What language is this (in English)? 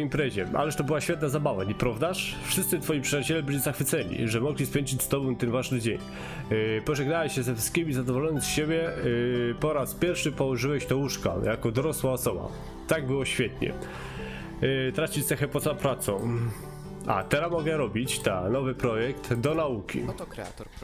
Polish